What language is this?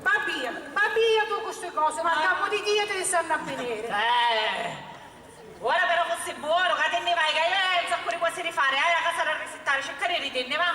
Sicilian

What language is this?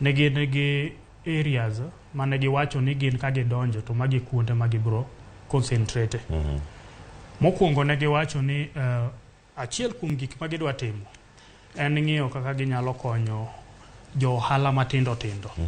Luo (Kenya and Tanzania)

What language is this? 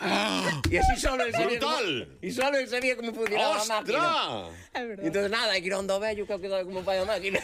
Galician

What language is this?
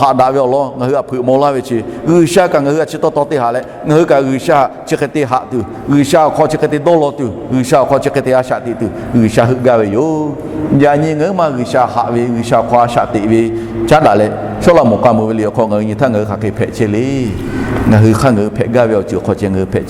Lahu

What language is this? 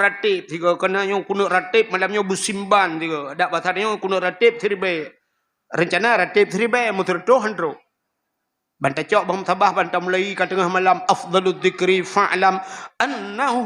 Achinese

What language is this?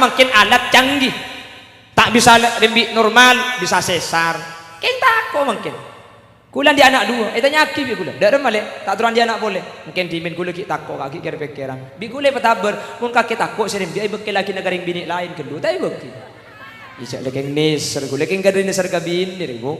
Madurese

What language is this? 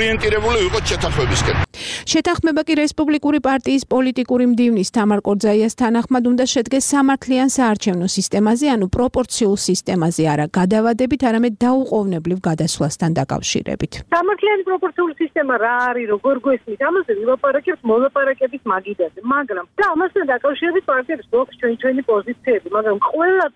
Georgian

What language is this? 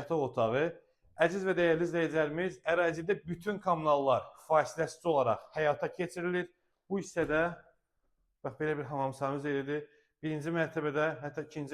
Azerbaijani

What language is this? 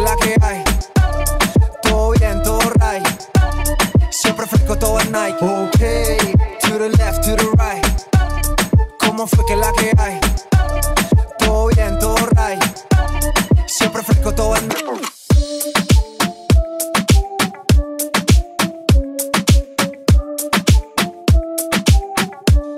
English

